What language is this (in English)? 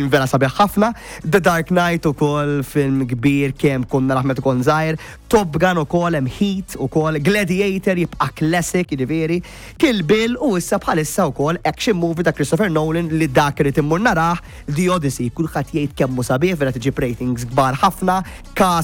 Maltese